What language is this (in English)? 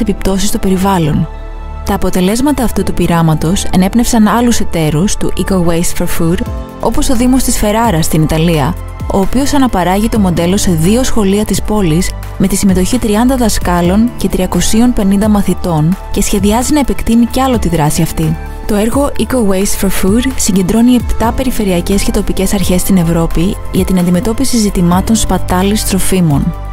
Greek